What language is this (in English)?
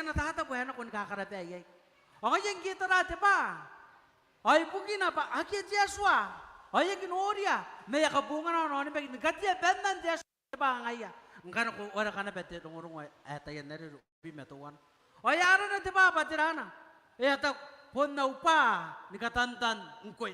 Gilbertese